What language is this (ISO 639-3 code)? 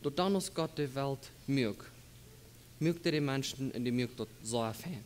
pdt